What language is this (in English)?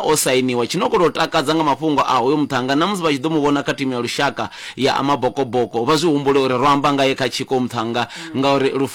Venda